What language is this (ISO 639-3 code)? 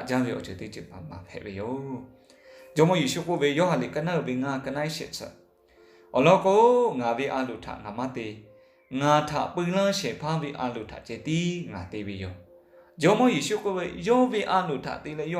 lhu